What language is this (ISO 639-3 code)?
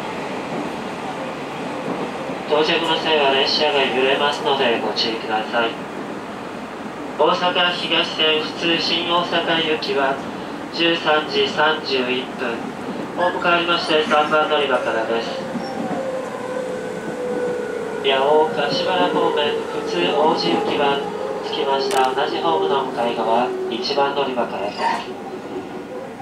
jpn